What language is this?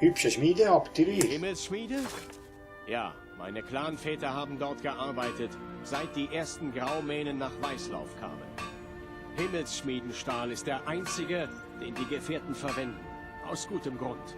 Swiss German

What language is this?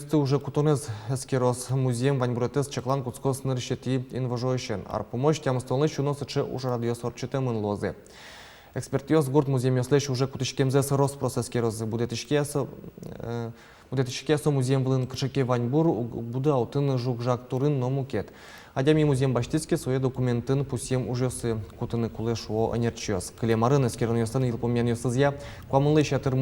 Udmurt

